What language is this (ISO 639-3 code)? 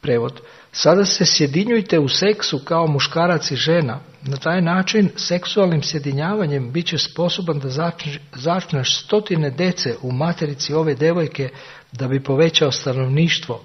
srp